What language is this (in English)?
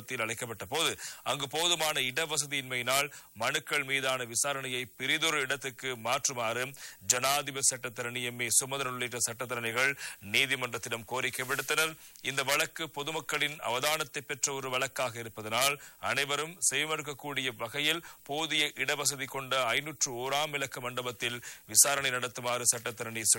Tamil